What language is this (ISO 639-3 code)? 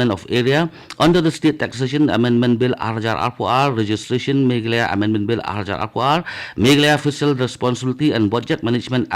kha